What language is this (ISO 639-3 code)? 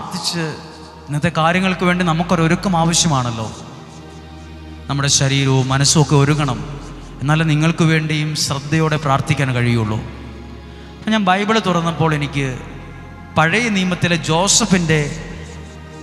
mal